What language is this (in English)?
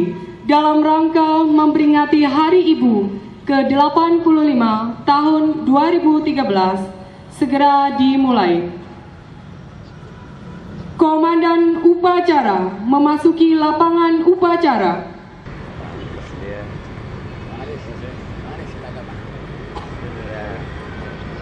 Indonesian